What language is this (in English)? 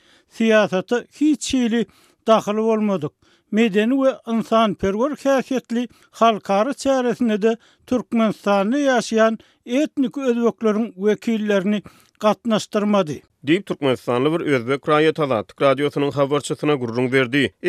Turkmen